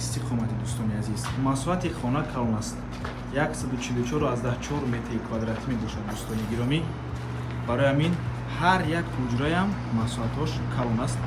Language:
Tajik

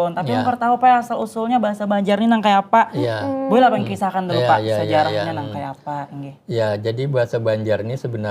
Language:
Banjar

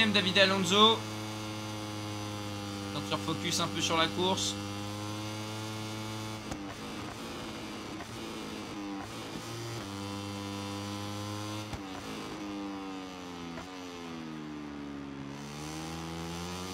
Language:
French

